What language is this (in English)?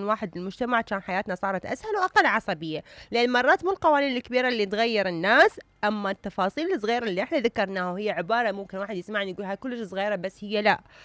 Mesopotamian Arabic